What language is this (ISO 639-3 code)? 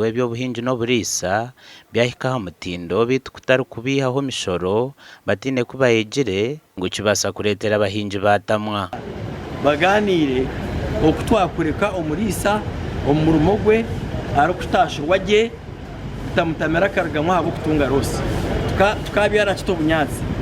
nyn